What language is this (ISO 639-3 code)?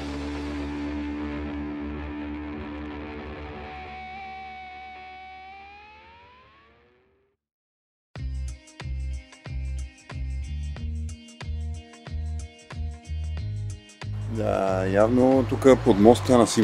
bul